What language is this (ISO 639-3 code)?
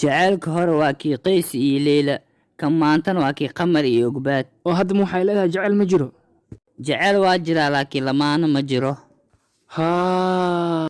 som